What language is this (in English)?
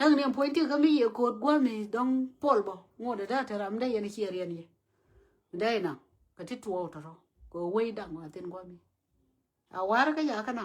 Nuer